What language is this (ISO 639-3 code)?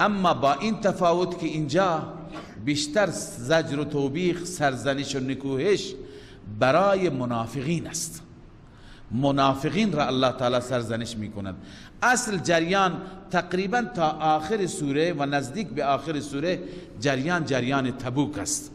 fas